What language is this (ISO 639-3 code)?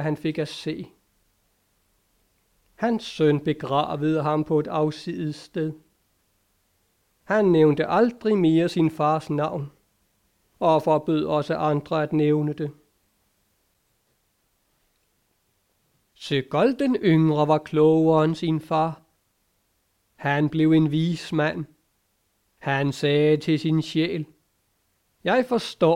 dan